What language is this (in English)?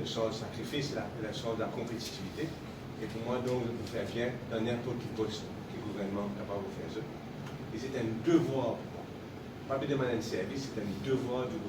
Morisyen